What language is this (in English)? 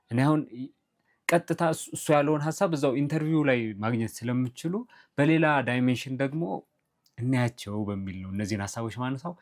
Amharic